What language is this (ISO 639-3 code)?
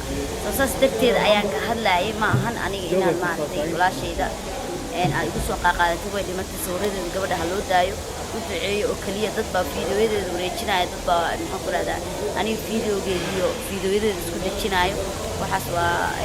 som